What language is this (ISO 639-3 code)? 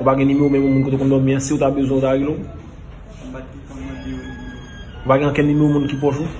hat